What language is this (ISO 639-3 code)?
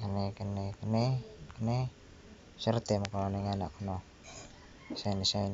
ceb